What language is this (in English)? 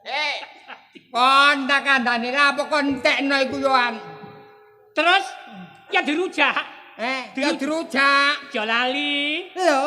Javanese